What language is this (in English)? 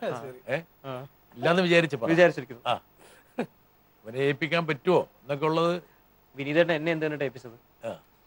Malayalam